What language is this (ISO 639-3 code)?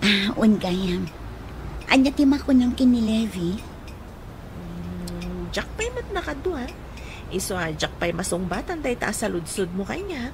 ilo